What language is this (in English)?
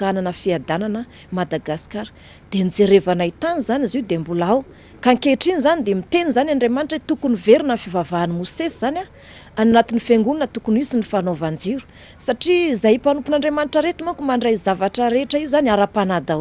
Malagasy